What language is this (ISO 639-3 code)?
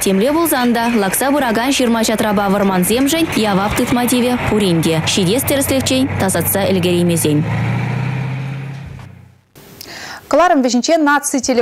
chv